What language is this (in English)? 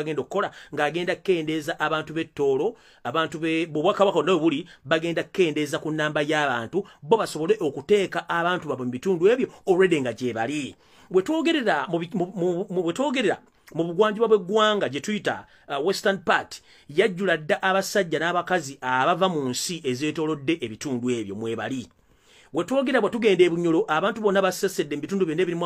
Ganda